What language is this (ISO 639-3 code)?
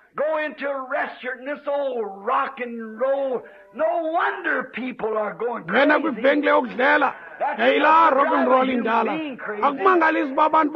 xho